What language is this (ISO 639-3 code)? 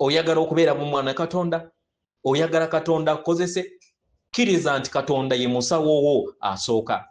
lug